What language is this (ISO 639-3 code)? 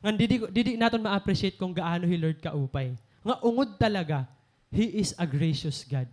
war